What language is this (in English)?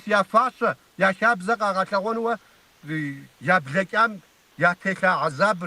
Kabardian